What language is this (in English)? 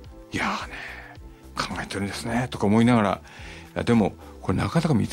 Japanese